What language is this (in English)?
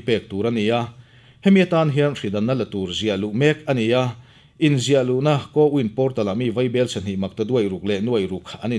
Mizo